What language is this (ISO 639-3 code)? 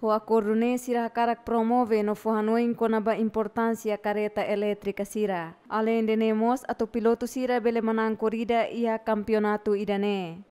tet